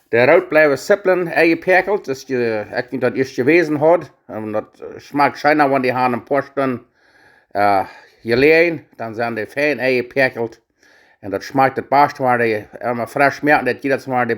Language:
Plautdietsch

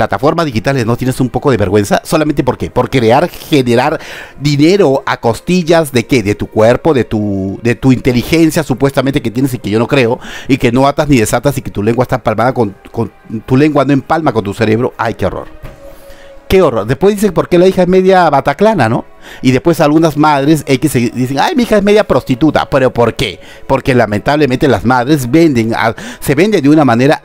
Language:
Spanish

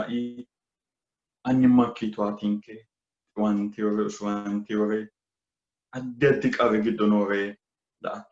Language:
Sidamo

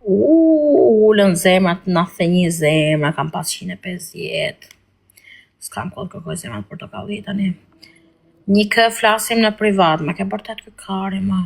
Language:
Albanian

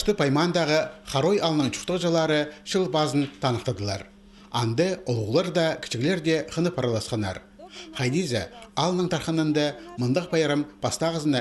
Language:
Khakas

